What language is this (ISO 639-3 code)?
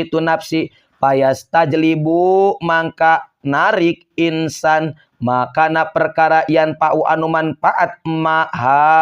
sun